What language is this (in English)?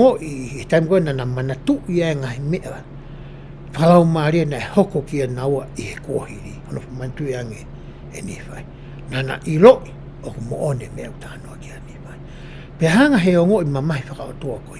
Tongan